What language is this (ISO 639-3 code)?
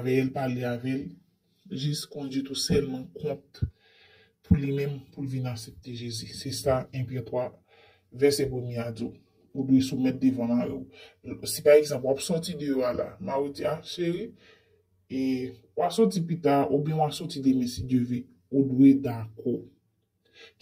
hat